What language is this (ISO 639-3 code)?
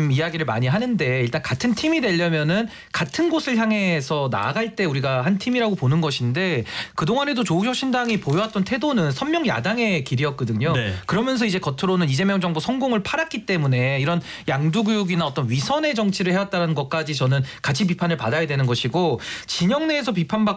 kor